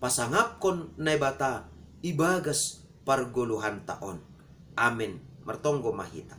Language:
Batak Simalungun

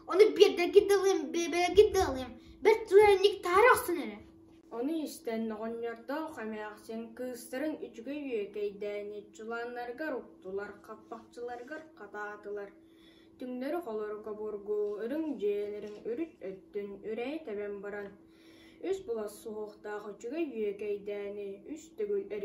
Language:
Yakut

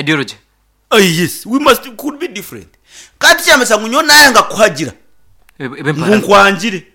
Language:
Nyankole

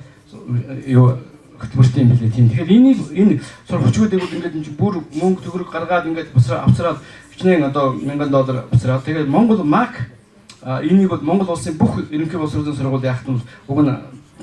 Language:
Mongolian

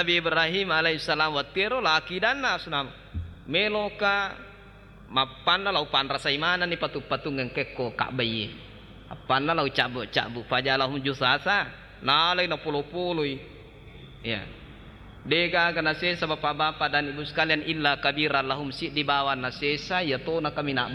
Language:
Buginese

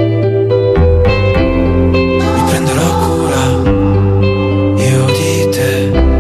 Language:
Italian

